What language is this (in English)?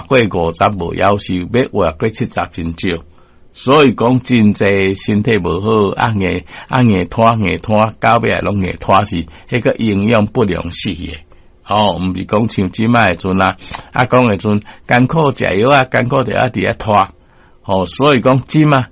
Min Nan Chinese